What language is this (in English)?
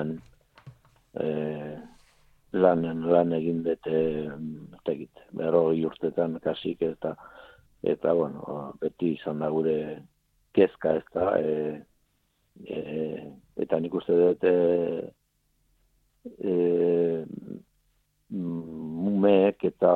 Basque